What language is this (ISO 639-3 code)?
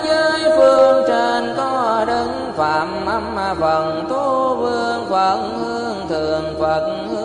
vie